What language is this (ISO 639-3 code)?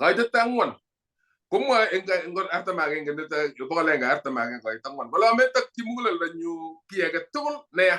kln